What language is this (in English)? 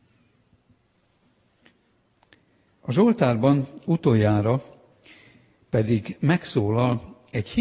Hungarian